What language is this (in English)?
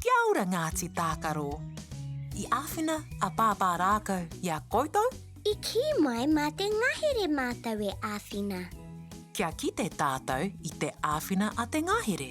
Māori